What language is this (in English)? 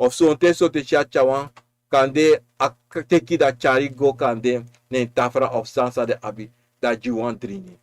Sranan Tongo